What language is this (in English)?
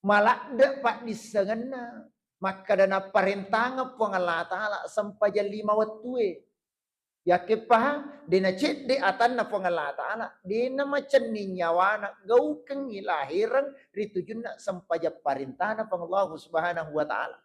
Buginese